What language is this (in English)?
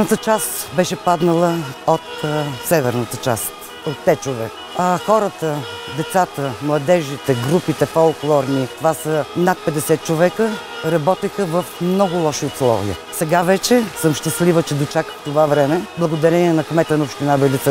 Bulgarian